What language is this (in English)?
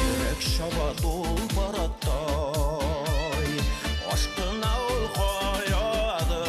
Bashkir